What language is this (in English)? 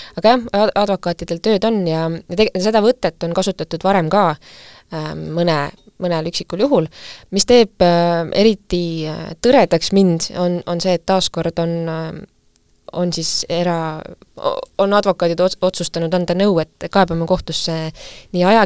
Estonian